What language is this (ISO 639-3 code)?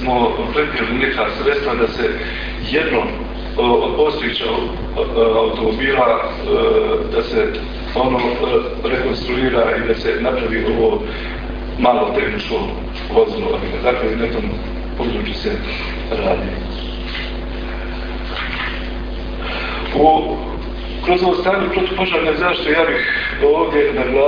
hrv